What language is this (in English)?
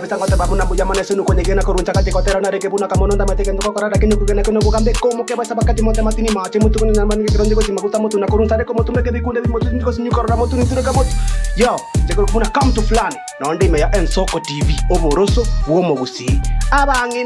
Gusii